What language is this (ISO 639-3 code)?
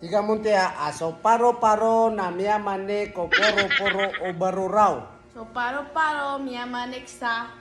mrw